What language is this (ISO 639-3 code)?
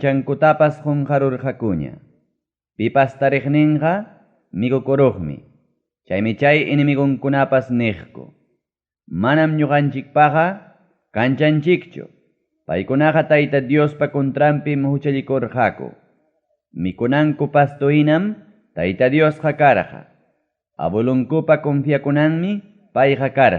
quy